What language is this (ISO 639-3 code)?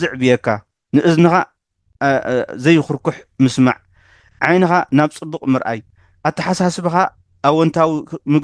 tir